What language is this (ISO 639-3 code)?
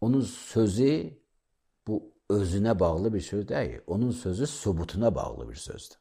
aze